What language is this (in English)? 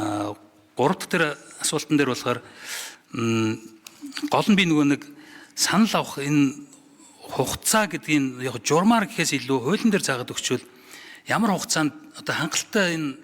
Mongolian